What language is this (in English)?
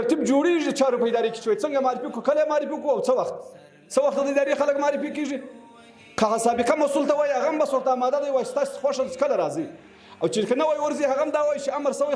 Pashto